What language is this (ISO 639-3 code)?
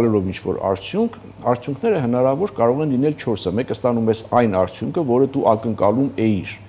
hye